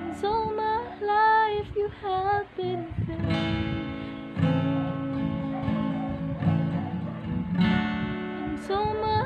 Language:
English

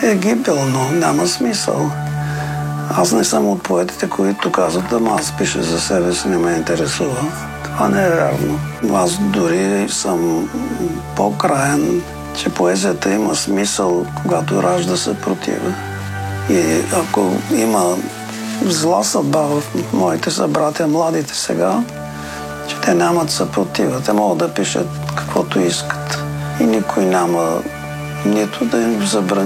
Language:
Bulgarian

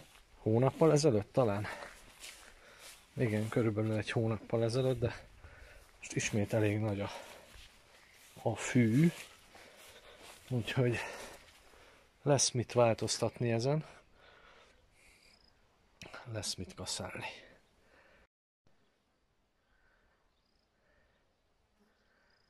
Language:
Hungarian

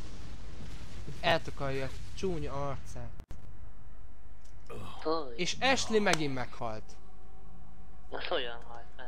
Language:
Hungarian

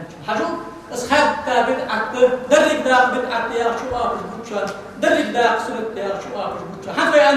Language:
Ingush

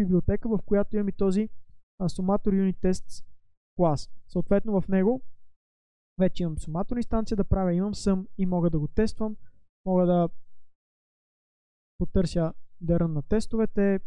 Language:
Bulgarian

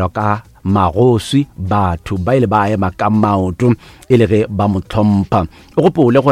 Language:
Northern Sotho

